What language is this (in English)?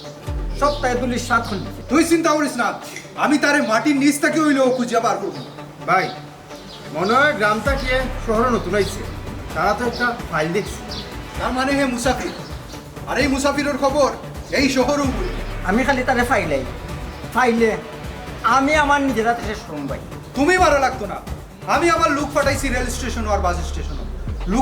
Sylheti